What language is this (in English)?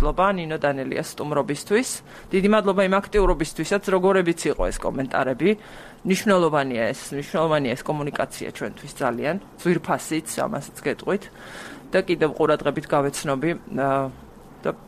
Georgian